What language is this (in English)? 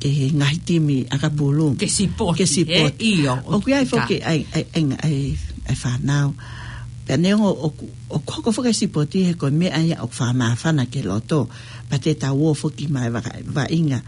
Tongan